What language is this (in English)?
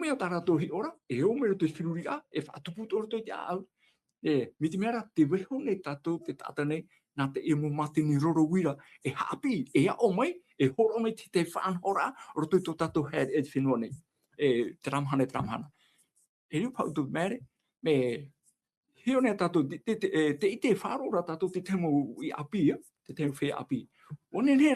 Tahitian